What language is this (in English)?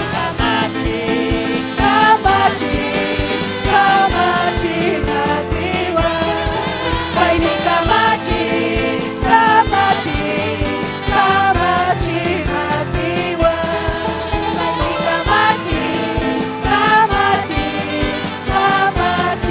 Ayacucho Quechua